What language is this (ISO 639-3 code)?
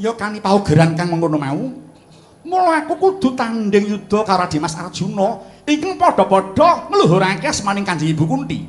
jav